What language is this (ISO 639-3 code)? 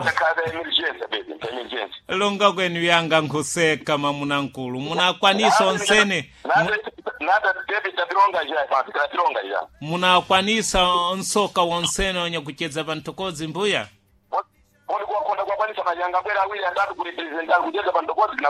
seh